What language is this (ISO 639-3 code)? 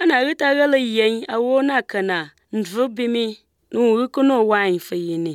aze